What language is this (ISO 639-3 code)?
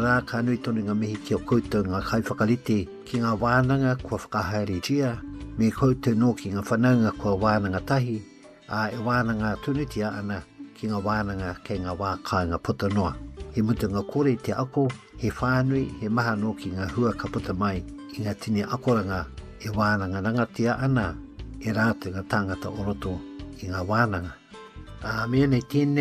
mri